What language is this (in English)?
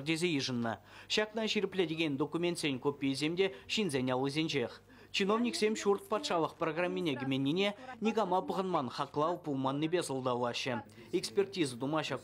Chuvash